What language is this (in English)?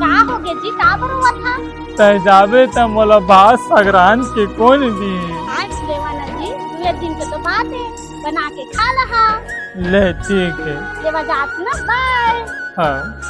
Chhattisgarhi